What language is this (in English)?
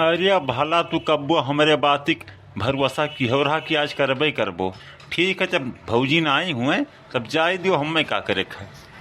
Awadhi